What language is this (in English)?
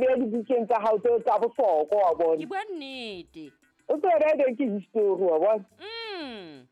Southern Sotho